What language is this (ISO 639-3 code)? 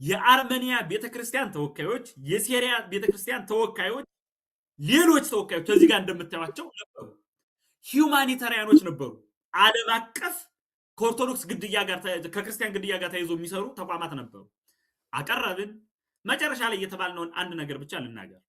amh